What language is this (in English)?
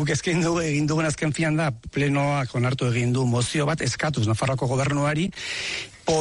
Basque